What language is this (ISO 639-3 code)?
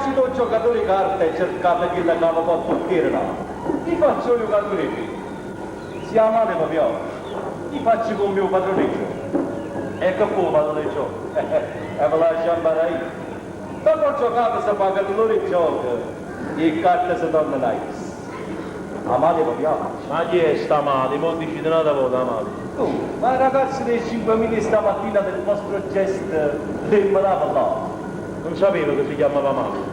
nap